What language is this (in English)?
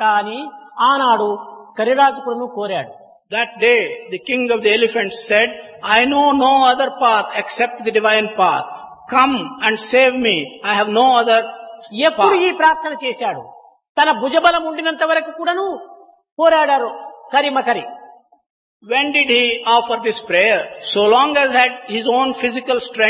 Telugu